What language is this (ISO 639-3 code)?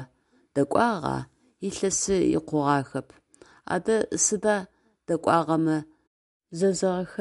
ady